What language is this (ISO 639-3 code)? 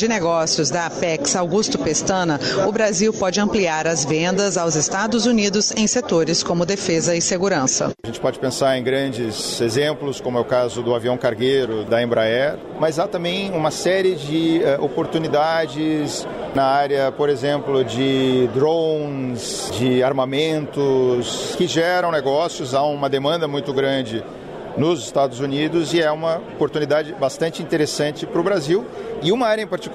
por